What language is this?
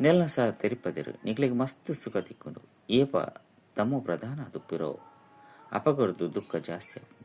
Tulu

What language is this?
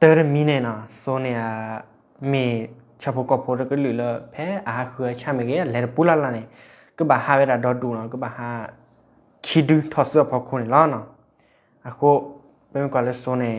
S'gaw Karen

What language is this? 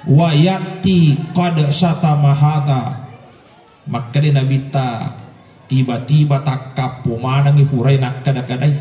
Buginese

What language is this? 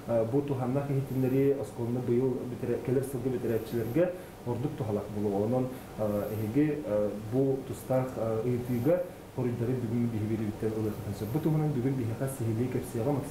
Yakut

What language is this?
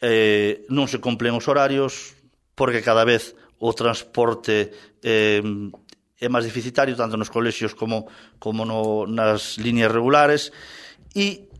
Galician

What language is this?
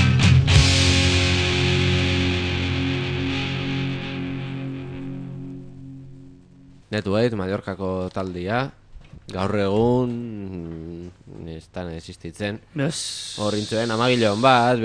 Basque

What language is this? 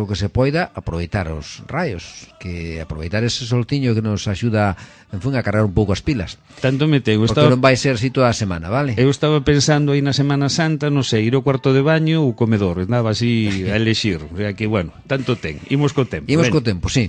Galician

